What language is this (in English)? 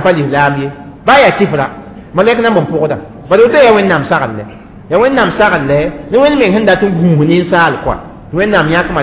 Mossi